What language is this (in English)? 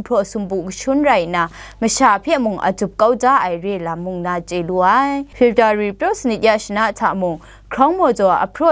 Kachin